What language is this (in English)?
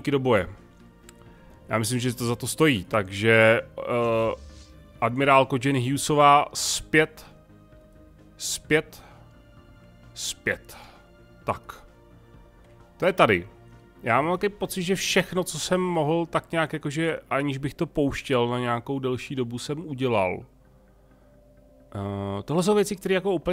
Czech